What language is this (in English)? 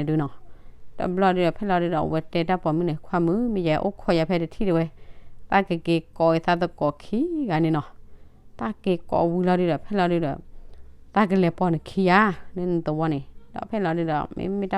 S'gaw Karen